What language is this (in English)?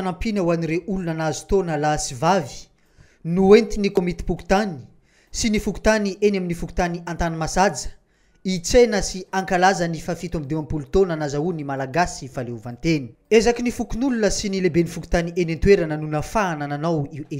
Malagasy